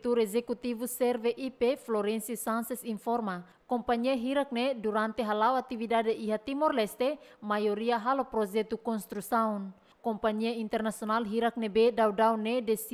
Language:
Tetum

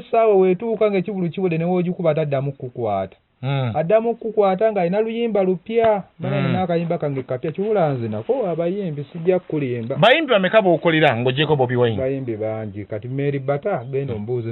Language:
Ganda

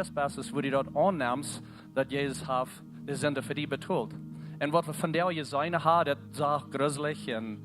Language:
Plautdietsch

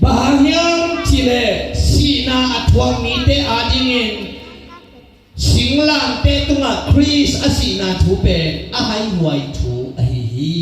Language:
Tedim Chin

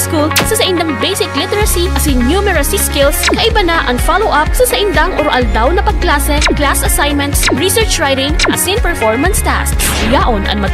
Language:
Bikol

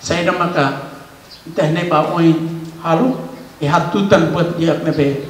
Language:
Tetum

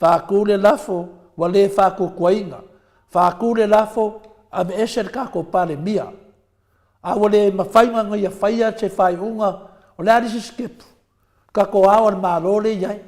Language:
Samoan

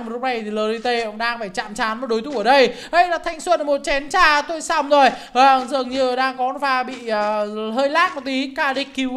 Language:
Vietnamese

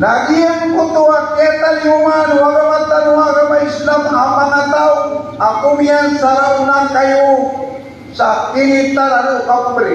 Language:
Maranao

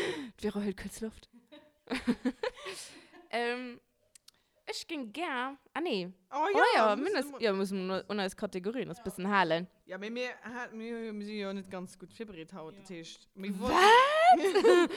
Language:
Luxembourgish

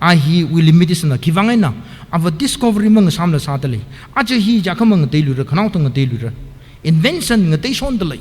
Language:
Tangkhul Naga (India)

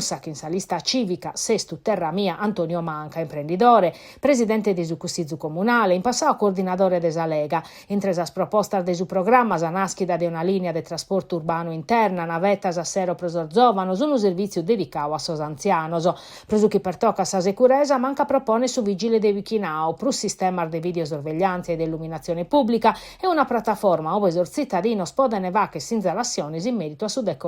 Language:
Sardinian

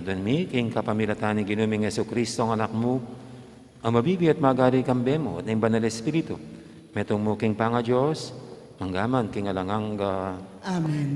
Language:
Pampanga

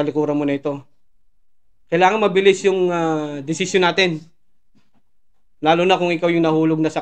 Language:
Filipino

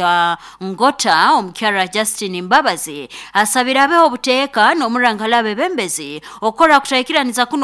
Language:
Nyankole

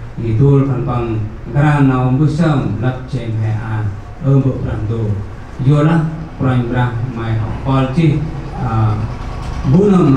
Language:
Central Mnong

